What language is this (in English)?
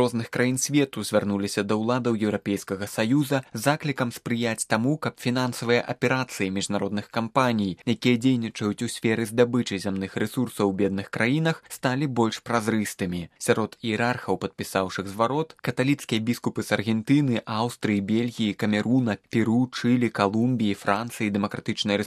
Belarusian